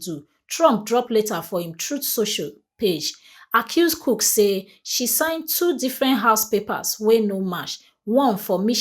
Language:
Nigerian Pidgin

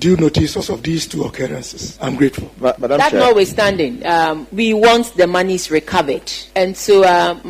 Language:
Akan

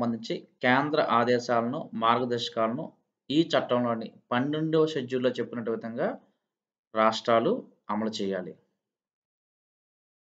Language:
Telugu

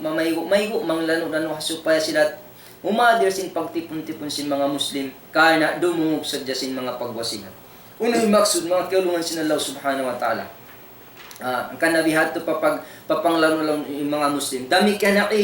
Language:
Tausug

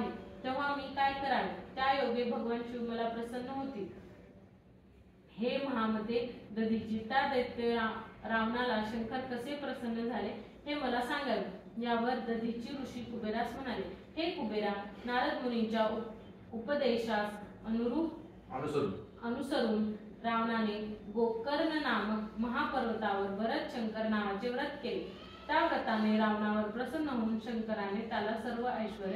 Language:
Marathi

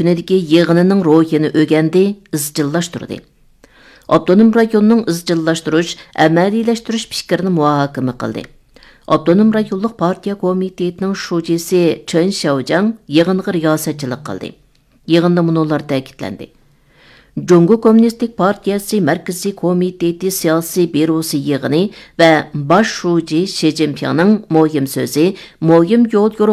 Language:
Uyghur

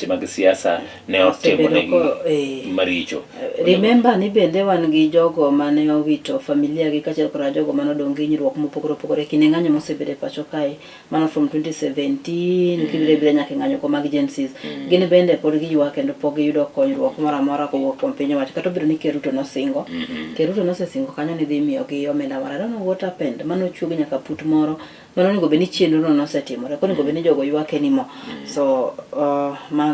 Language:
Luo (Kenya and Tanzania)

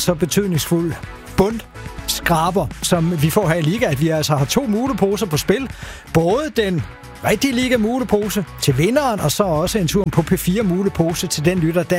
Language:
Danish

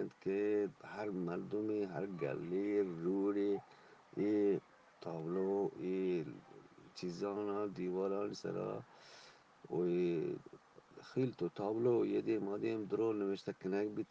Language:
Eastern Balochi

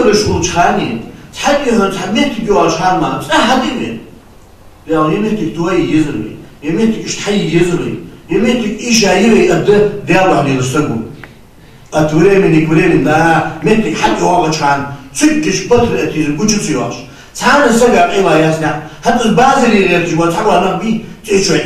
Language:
Ingush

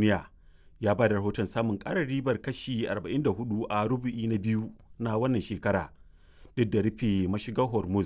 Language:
Hausa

